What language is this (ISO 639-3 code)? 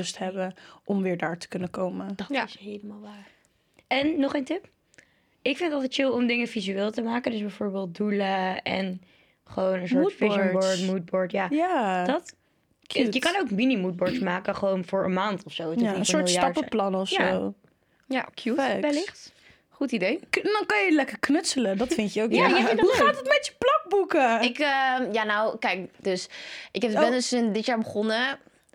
nld